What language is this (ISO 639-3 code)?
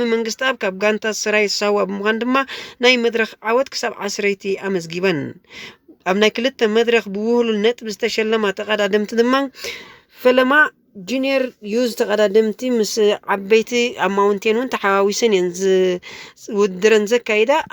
tir